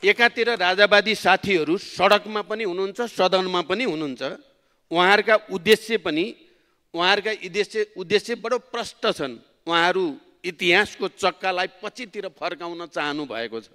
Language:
Nepali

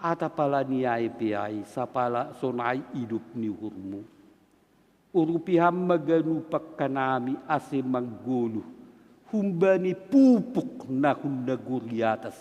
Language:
Batak Simalungun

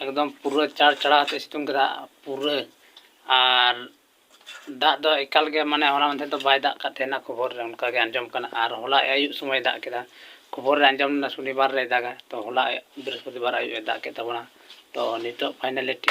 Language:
Santali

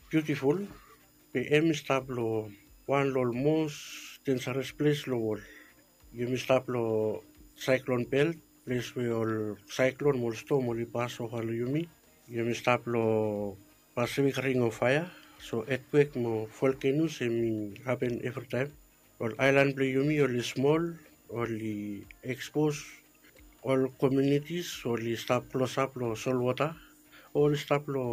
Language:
Bislama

